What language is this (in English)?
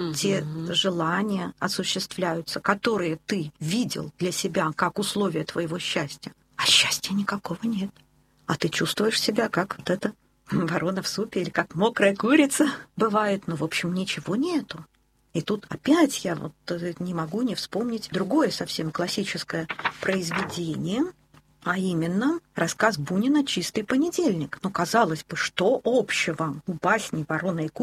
Russian